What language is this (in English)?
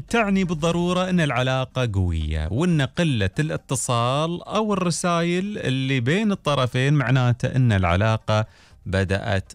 Gulf Arabic